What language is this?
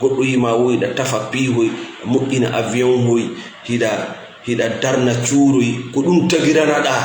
Fula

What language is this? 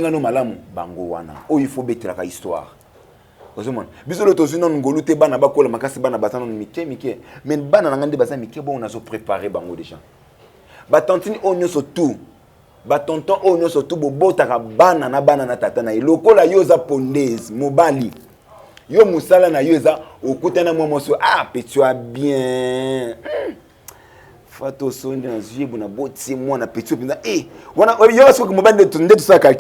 Lingala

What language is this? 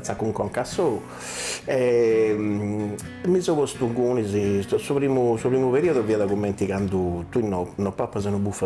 Sardinian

